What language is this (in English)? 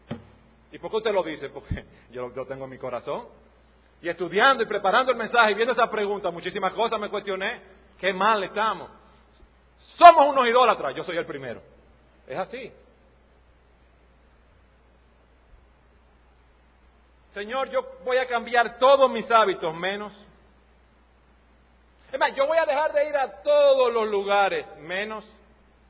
Spanish